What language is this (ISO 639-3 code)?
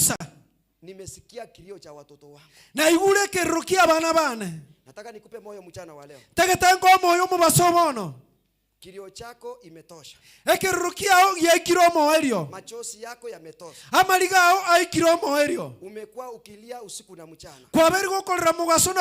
guz